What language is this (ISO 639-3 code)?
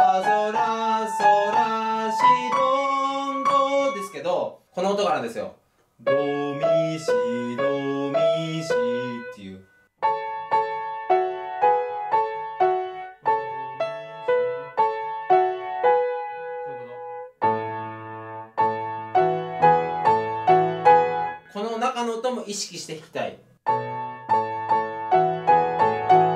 jpn